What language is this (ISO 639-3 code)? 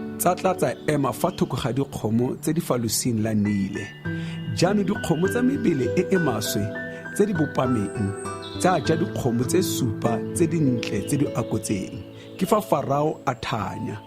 tsn